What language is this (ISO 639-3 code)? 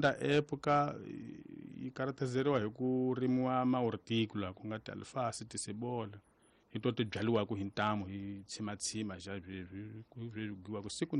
tso